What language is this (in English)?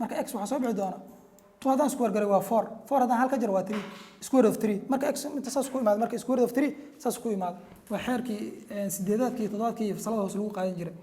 Somali